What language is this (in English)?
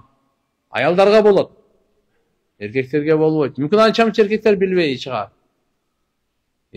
Kyrgyz